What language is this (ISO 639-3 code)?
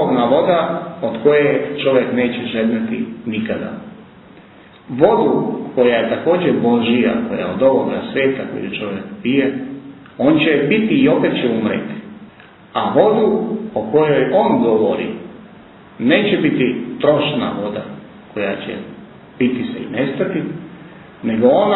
srp